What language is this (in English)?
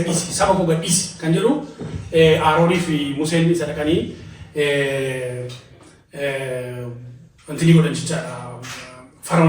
Oromo